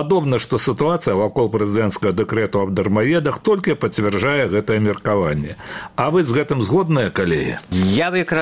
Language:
Belarusian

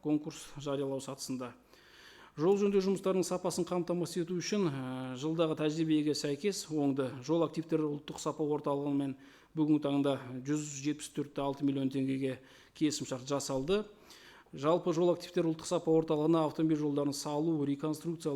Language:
Kazakh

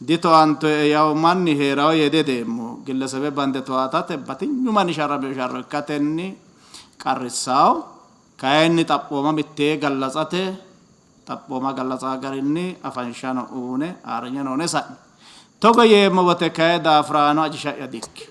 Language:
Sidamo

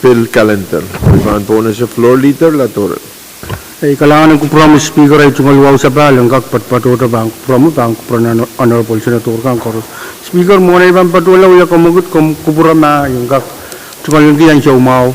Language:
Pohnpeian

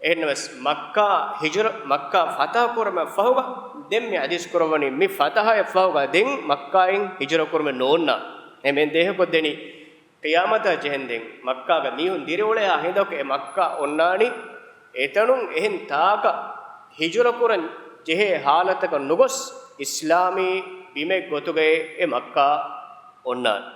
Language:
Divehi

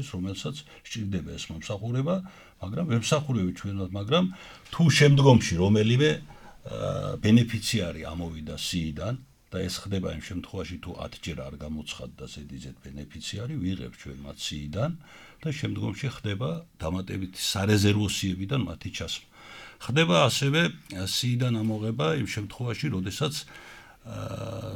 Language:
Georgian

